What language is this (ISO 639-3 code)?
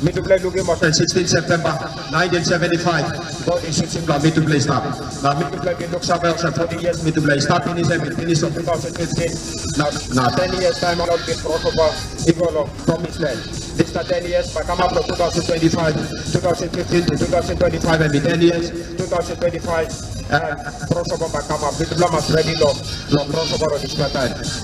tpi